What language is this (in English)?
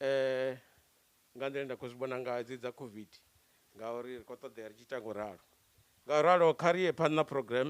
Venda